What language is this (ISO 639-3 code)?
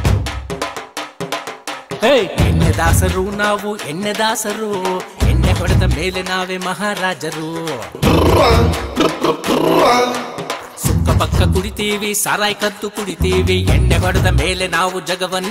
kan